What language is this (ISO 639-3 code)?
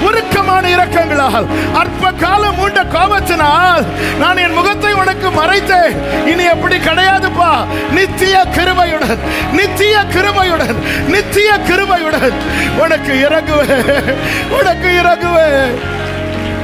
tam